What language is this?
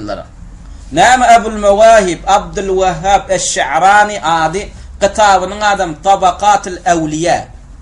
Turkmen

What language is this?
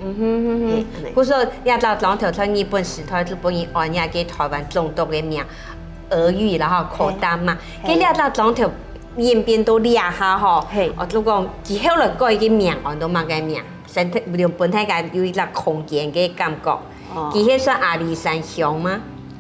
Hakka Chinese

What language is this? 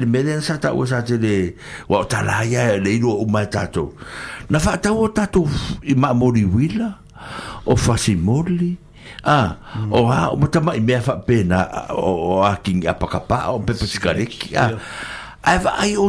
Samoan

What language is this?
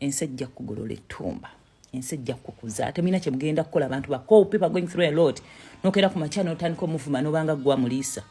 Ganda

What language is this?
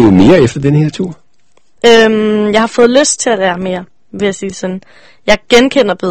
Danish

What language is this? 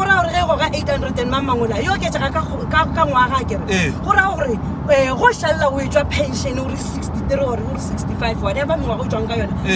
Northern Sotho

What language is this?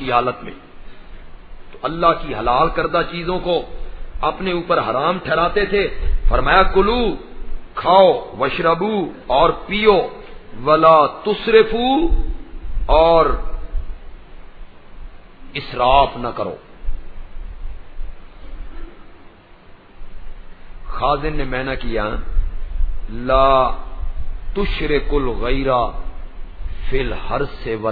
Urdu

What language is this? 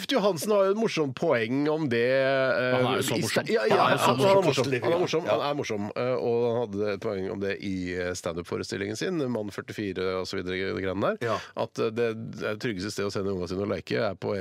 Norwegian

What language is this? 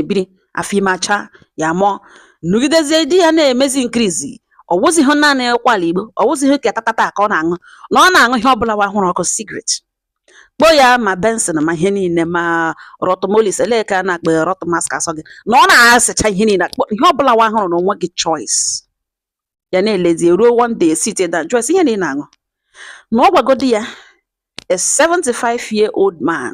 Igbo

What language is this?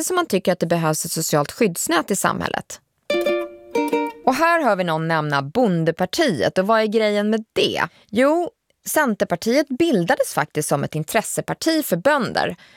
Swedish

